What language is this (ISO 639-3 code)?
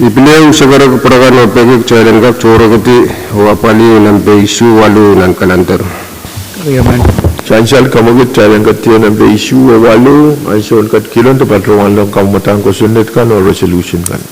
pon